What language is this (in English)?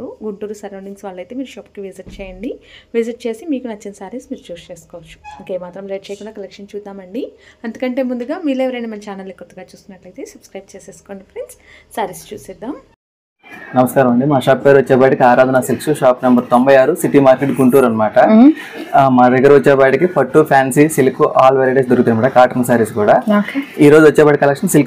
Telugu